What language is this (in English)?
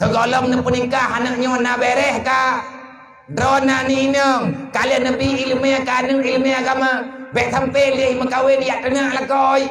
Achinese